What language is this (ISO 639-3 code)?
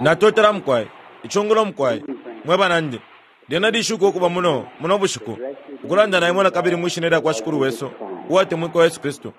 bem